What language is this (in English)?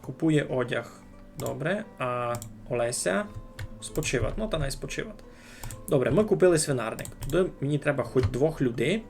Rusyn